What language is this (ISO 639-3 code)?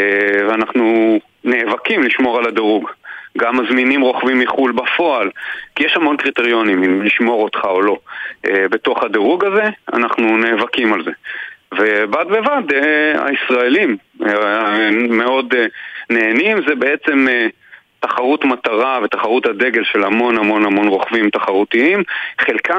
heb